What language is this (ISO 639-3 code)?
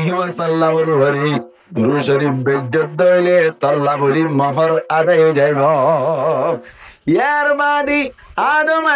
rhg